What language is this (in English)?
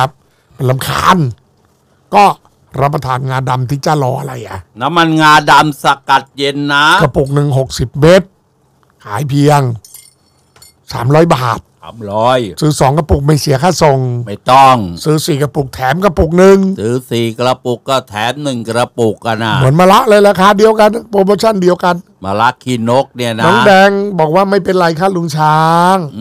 Thai